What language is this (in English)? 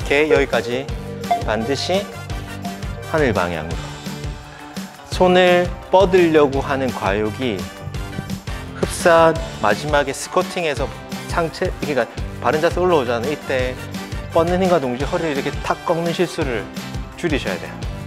Korean